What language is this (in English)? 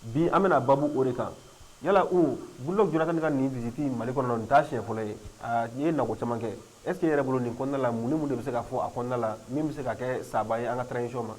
Bambara